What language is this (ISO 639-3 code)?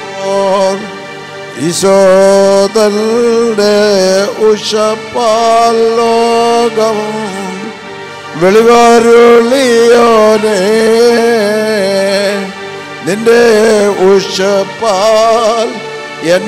mal